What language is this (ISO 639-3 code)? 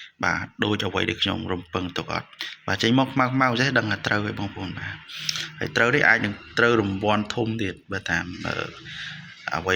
khm